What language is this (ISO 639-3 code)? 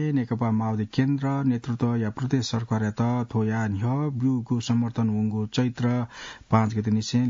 new